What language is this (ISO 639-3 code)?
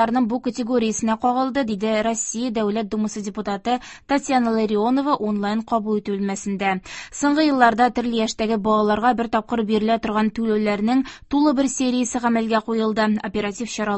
tat